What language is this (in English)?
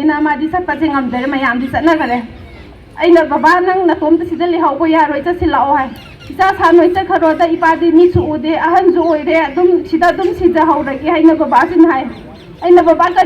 Manipuri